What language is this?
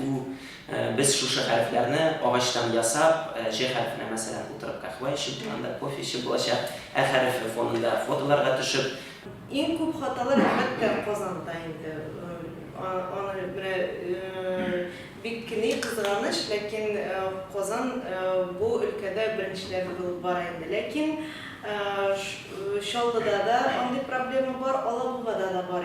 Tatar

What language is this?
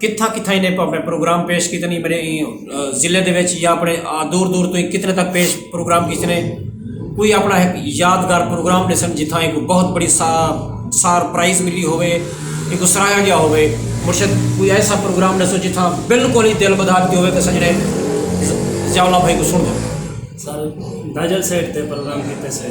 Saraiki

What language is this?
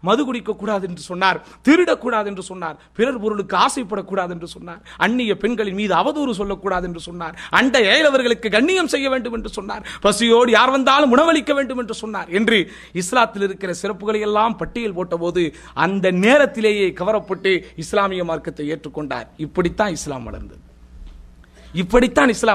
Tamil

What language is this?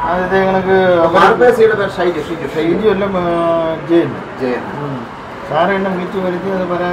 Malayalam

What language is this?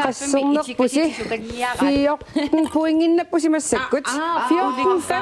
Kalaallisut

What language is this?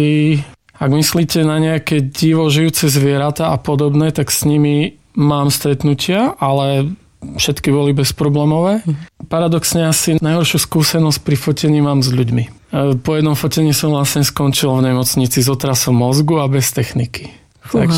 Slovak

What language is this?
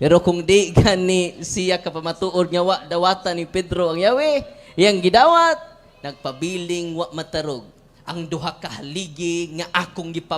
Cebuano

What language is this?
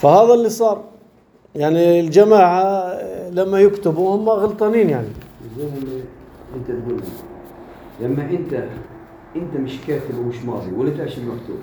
North Levantine Arabic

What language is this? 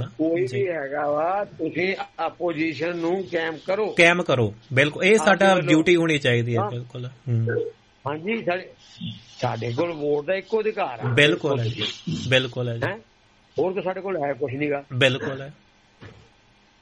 Punjabi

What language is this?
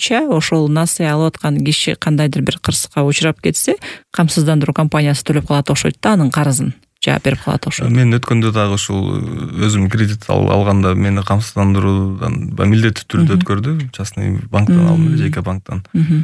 Kyrgyz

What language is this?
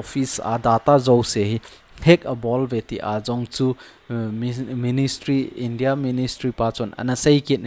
Thado Chin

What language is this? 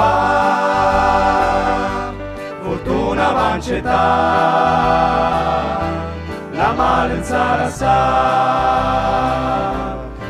Romanian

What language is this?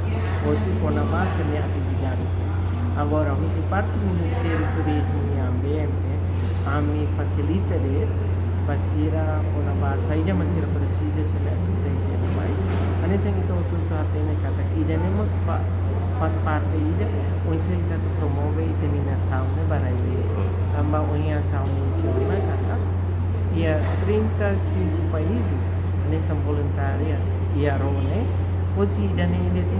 Tetum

